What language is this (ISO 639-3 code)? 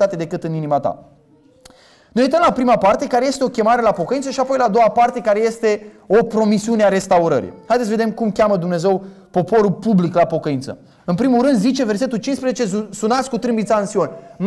ron